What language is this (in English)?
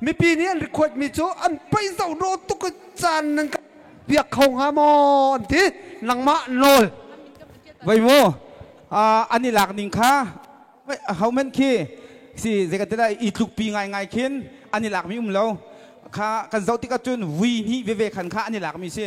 Hakha Chin